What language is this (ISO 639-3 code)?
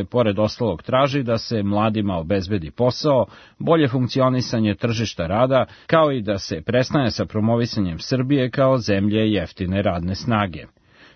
srp